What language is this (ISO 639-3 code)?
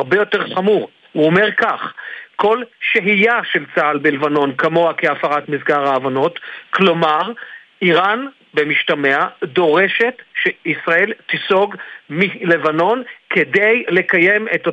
heb